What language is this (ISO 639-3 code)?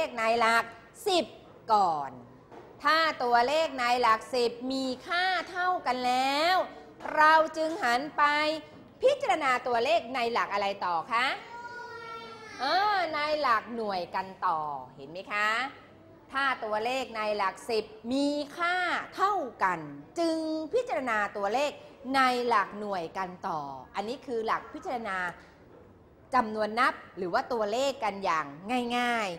tha